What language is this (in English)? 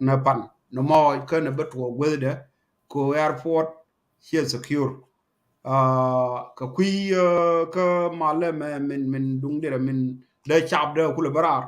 Nuer